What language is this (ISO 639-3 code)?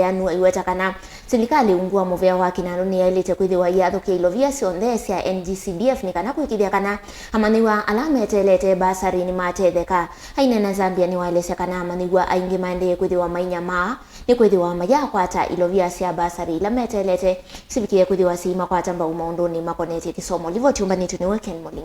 kam